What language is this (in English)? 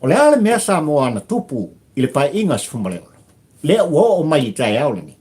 Samoan